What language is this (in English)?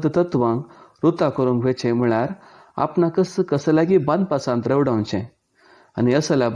Konkani